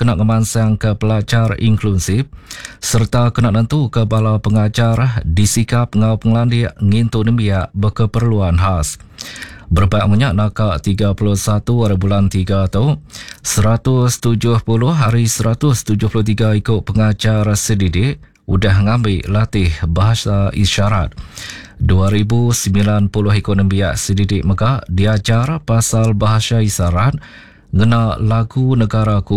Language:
Iban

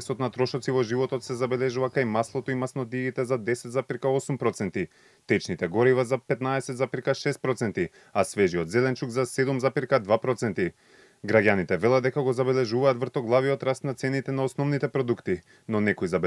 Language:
Macedonian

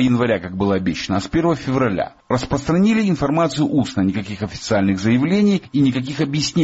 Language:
Russian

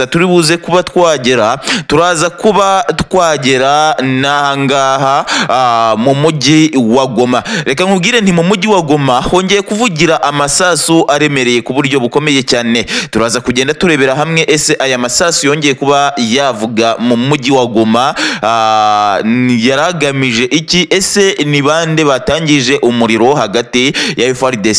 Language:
Kinyarwanda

